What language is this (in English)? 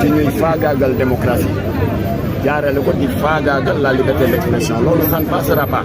Wolof